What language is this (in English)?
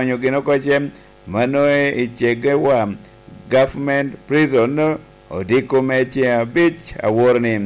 Lango (Uganda)